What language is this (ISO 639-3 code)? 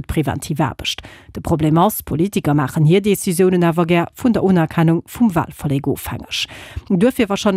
ltz